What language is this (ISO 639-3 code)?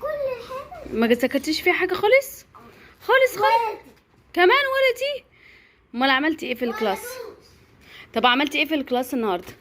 arz